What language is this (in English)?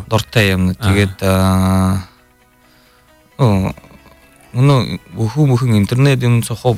Buriat